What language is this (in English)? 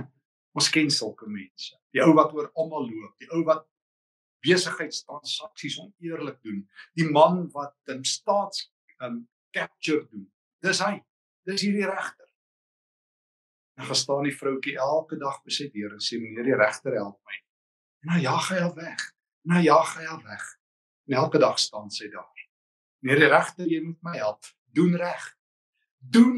Afrikaans